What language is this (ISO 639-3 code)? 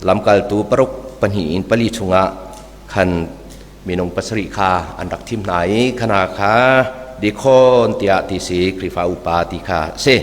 cnh